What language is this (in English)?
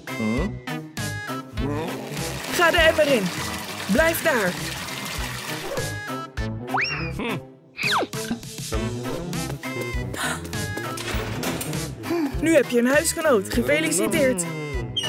Dutch